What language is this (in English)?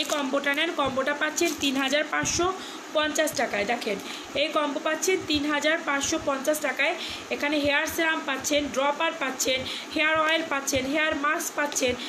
Bangla